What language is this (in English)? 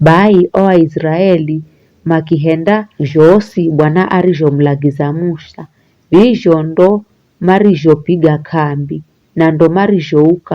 Giryama